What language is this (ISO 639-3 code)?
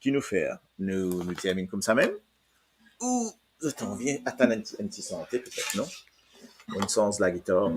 mfe